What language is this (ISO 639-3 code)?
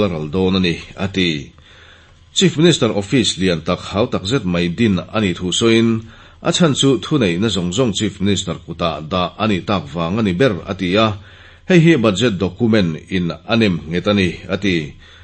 lus